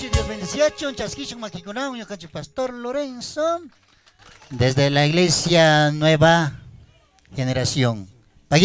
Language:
Chimborazo Highland Quichua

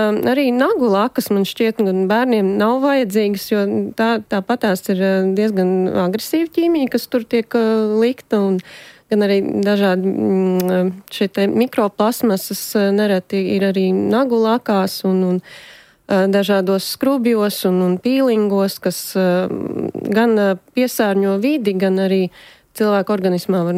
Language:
Latvian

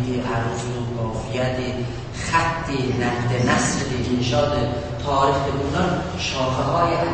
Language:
South Azerbaijani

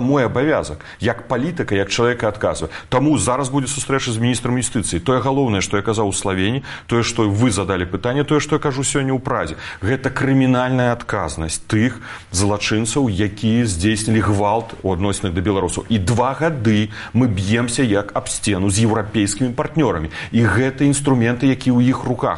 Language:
Belarusian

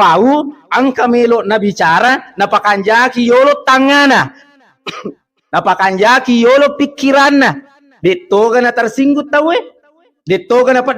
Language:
Buginese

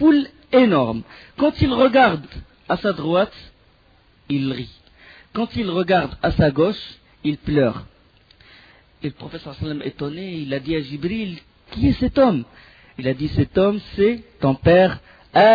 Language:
French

